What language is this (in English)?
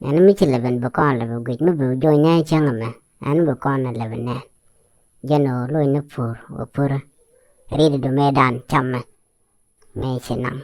Nuer